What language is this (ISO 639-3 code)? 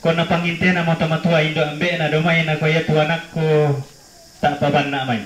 sda